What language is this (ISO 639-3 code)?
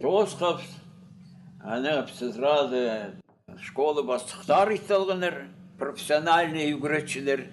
kjh